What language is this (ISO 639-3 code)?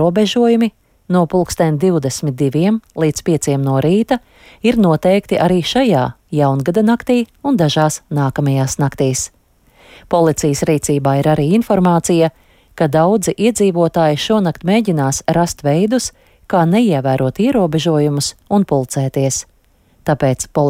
lav